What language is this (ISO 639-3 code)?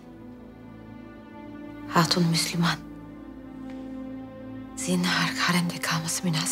tur